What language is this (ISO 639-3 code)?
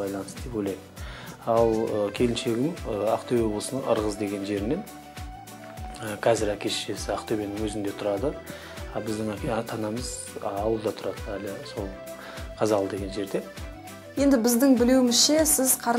kaz